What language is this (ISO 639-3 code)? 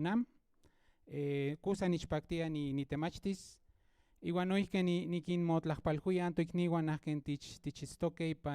nhn